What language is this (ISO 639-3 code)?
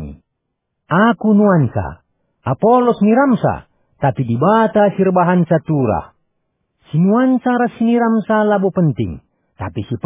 btx